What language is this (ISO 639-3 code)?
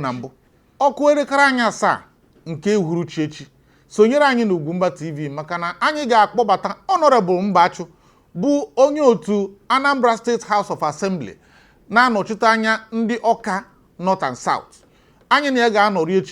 ibo